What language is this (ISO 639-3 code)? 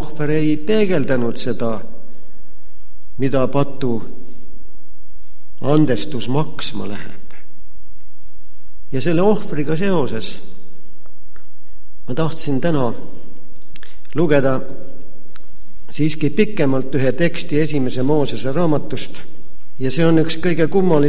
est